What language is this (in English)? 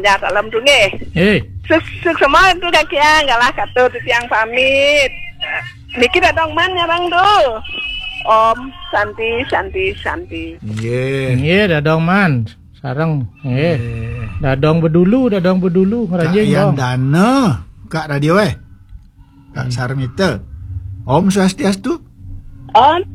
Balinese